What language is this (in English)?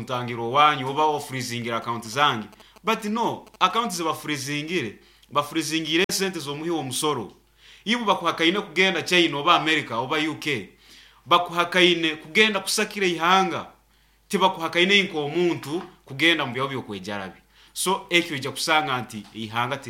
Nyoro